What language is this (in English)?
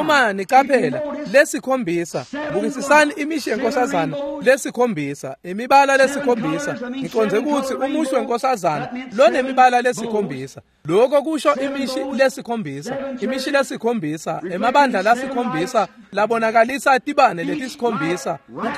Swati